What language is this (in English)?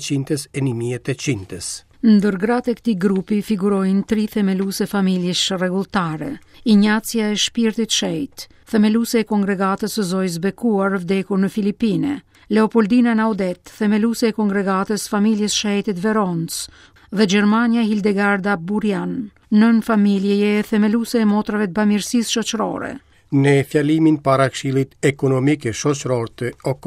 Albanian